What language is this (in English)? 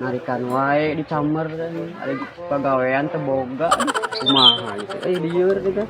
Sundanese